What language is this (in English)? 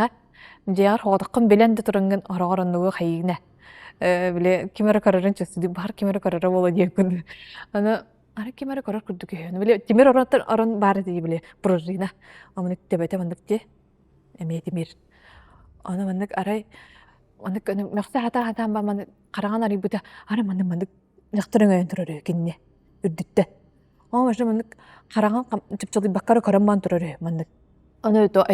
Yakut